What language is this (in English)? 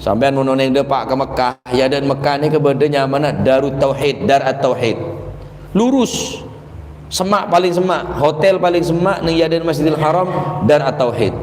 Madurese